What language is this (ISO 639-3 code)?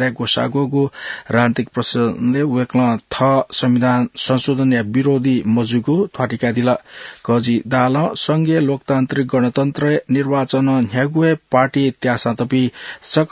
new